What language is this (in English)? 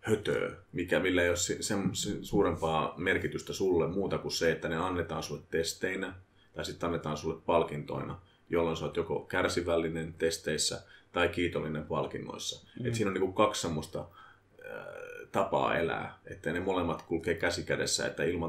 Finnish